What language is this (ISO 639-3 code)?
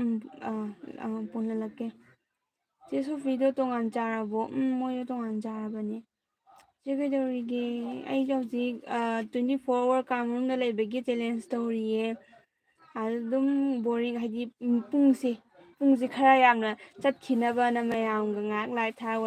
mni